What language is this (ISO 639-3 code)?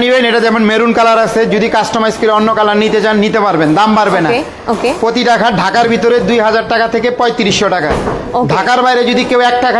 ben